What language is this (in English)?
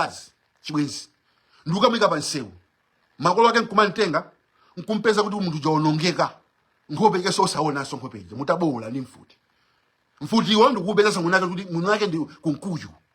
Nyanja